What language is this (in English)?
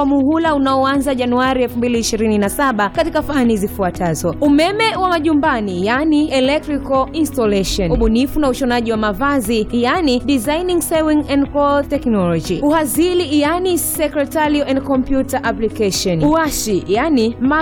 Swahili